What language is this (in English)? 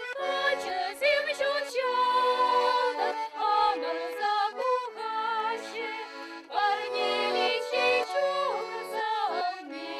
Chuvash